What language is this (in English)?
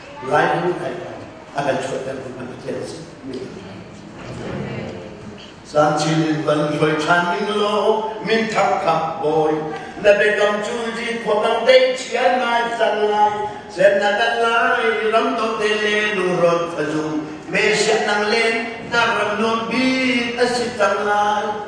Hakha Chin